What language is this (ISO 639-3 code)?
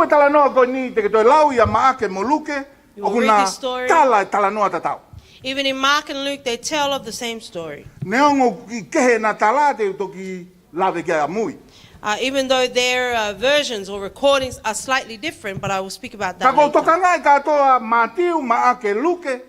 ton